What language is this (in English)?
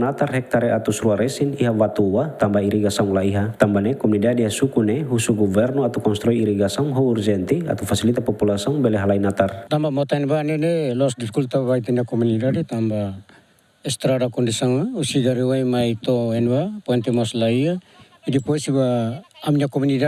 Tetum